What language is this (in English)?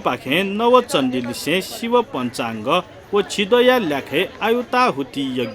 Newari